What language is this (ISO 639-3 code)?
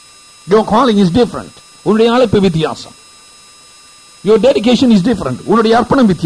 tam